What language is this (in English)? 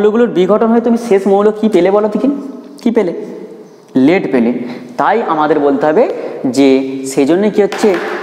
Bangla